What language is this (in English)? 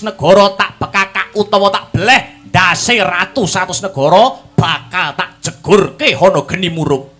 Javanese